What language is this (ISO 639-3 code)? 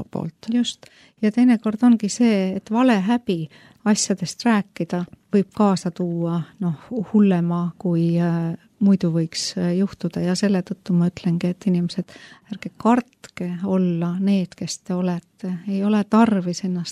est